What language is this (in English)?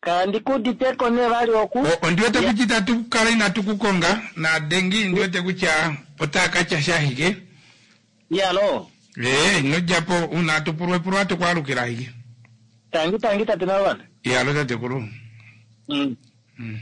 Kuanyama